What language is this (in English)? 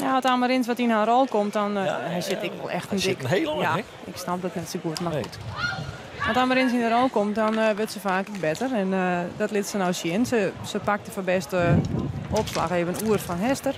Western Frisian